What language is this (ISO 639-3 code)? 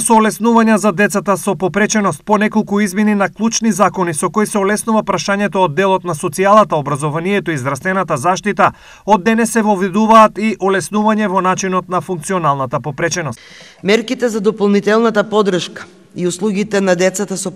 mkd